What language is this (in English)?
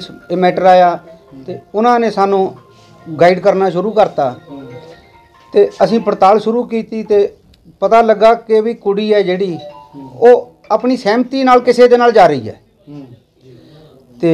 Punjabi